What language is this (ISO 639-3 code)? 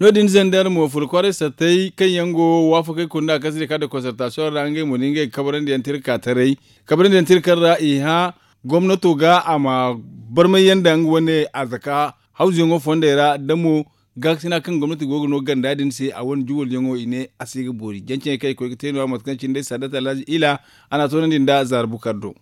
dje